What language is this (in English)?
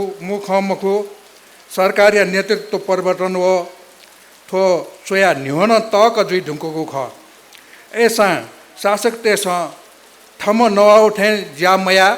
Newari